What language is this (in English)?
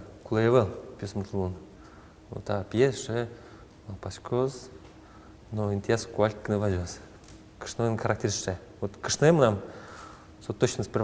Udmurt